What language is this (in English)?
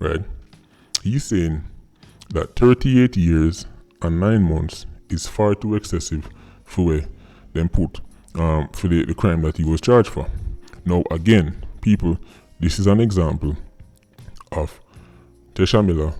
Jamaican Creole English